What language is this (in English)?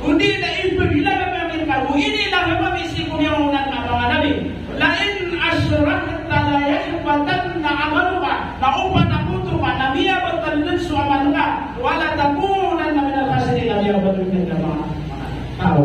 Maranao